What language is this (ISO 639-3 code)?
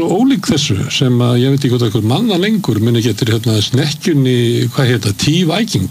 isl